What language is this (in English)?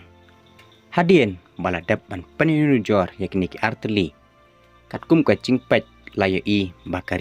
Khasi